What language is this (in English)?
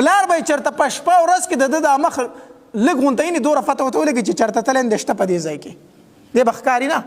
Pashto